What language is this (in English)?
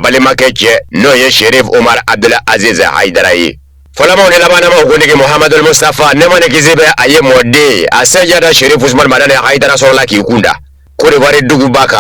Bambara